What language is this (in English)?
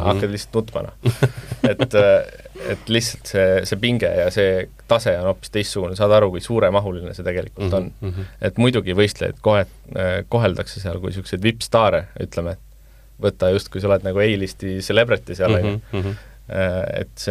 Estonian